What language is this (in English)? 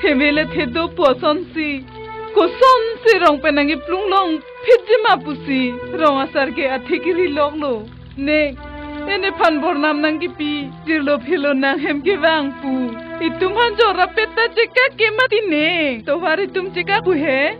Karbi